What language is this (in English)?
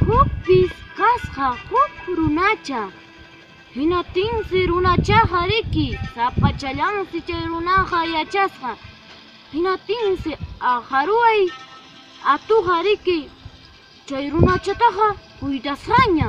Ayacucho Quechua